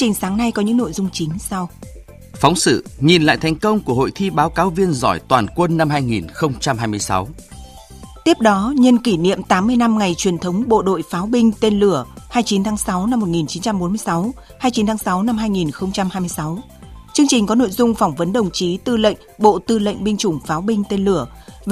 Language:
Vietnamese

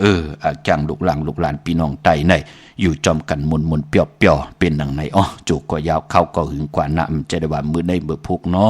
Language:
Shan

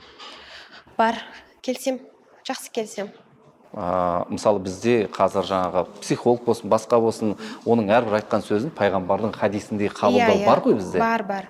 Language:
Kazakh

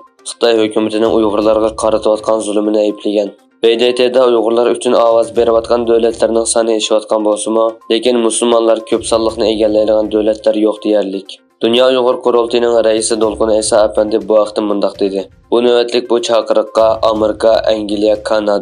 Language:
Uyghur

